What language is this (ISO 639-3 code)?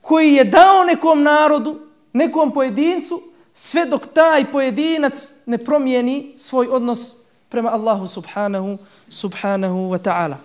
bos